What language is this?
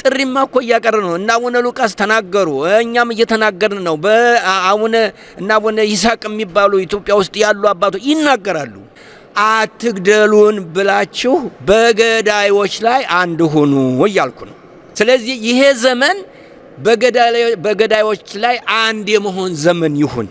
Amharic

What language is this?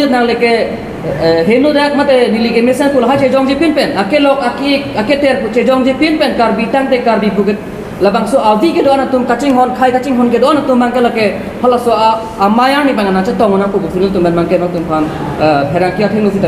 Karbi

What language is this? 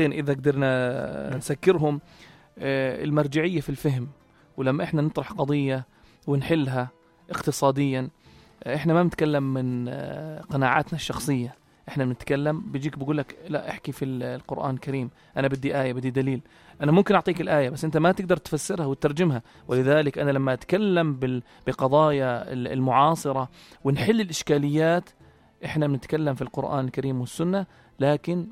North Levantine Arabic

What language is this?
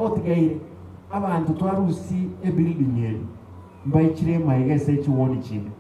Gusii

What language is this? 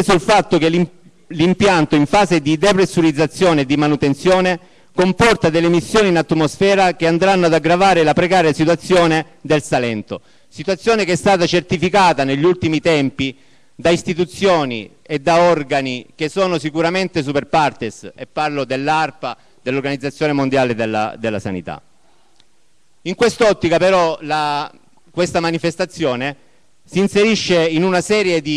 Italian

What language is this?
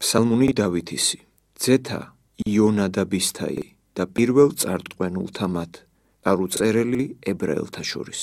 Georgian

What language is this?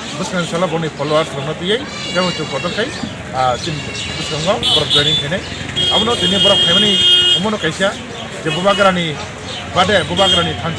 Kok Borok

